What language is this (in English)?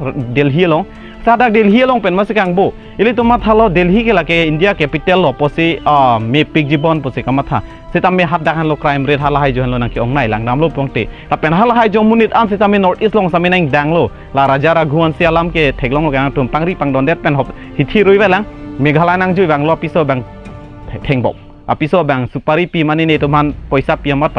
Karbi